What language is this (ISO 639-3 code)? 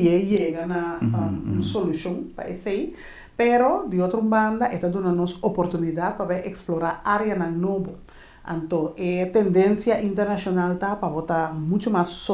pap